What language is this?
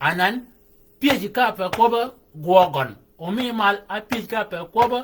Shilluk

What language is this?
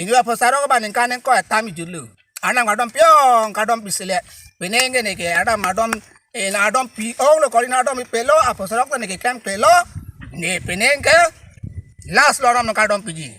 Karbi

